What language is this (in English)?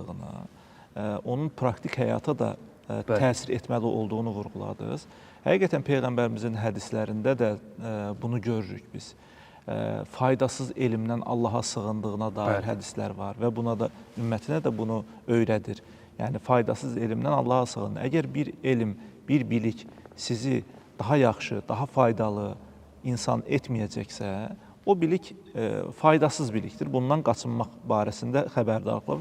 Azerbaijani